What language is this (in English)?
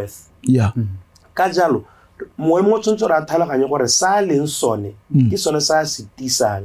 Tswana